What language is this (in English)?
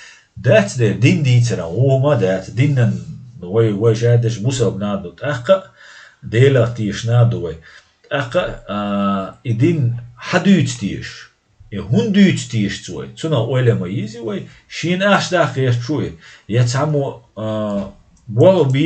Chechen